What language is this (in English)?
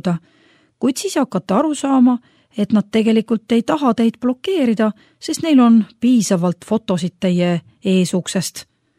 Estonian